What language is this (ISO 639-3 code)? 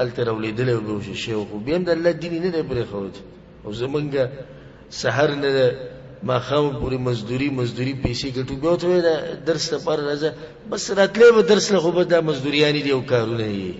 pus